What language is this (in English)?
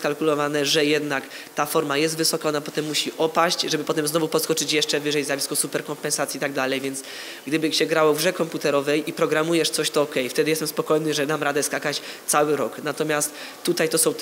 Polish